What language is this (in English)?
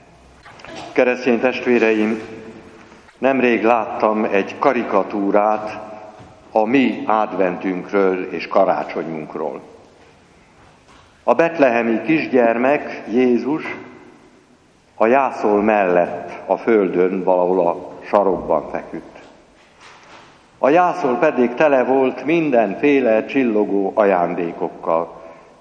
Hungarian